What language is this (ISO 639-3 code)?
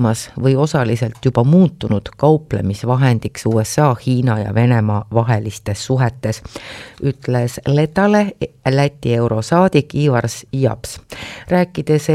est